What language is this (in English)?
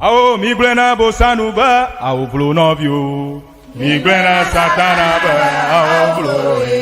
Ewe